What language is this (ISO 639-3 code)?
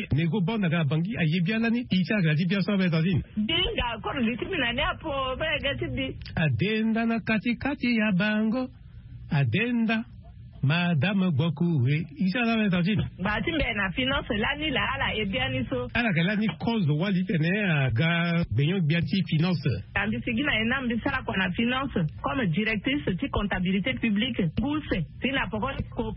sag